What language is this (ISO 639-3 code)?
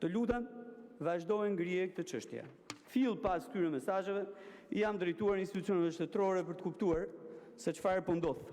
sqi